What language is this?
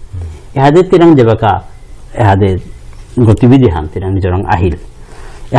Bishnupriya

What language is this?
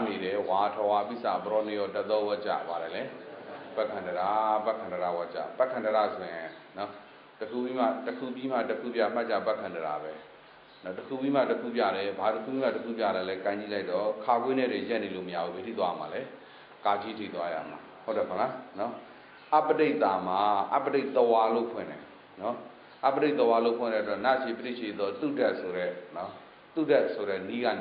Burmese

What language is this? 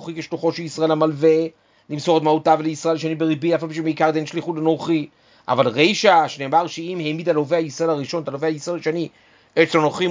Hebrew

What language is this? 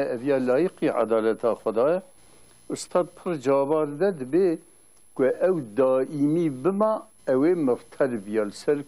Kurdish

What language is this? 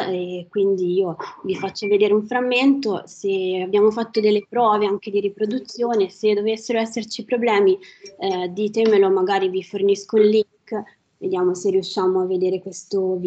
Italian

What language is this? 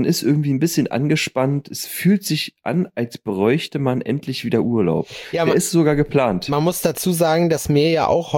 German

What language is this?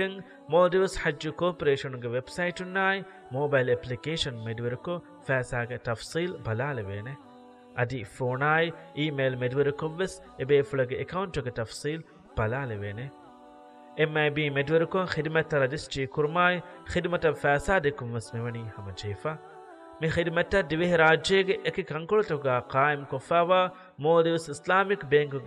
Divehi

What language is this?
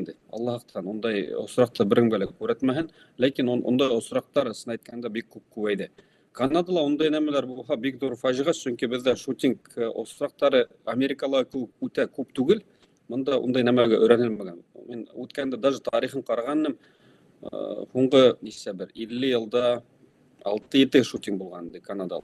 Bashkir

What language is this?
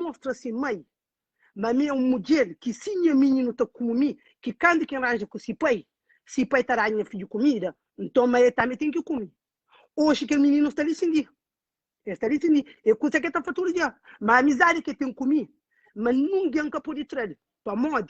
Kabuverdianu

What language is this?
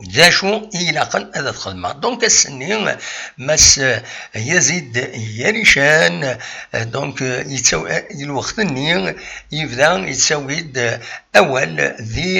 Kabyle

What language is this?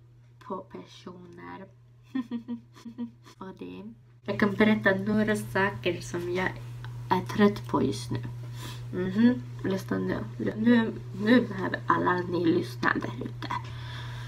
Swedish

